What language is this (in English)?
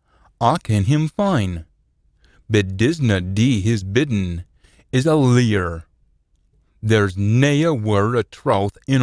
Scots